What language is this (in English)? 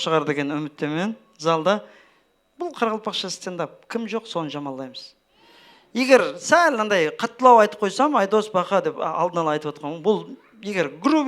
Kara-Kalpak